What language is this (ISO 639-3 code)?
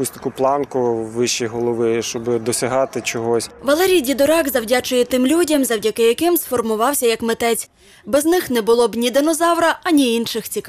ukr